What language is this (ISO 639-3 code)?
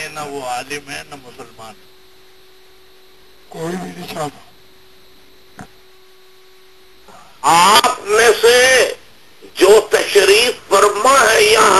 urd